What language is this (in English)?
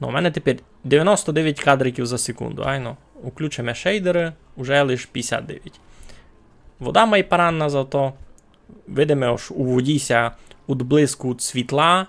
Rusyn